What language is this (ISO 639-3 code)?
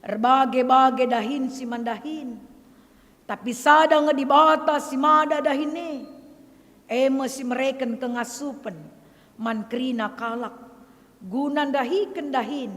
btx